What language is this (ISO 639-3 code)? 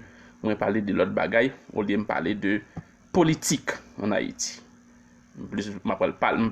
hat